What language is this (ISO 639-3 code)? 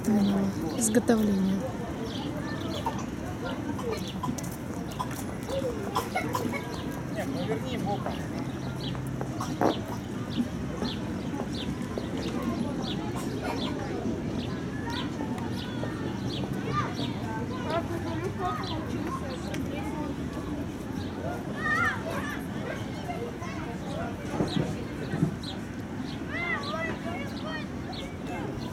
rus